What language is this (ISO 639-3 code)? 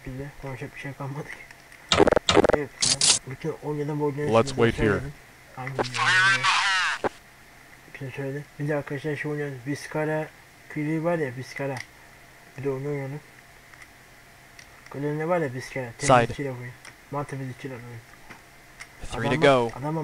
tur